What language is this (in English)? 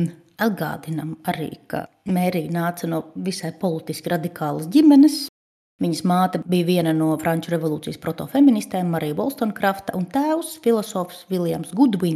Latvian